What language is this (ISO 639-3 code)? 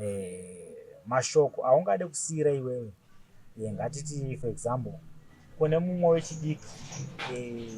sna